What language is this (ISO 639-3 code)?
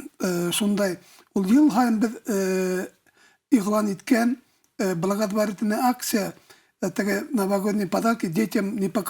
bak